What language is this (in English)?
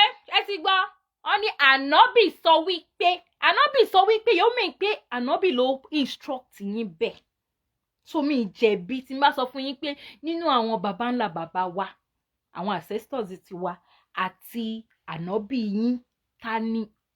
Yoruba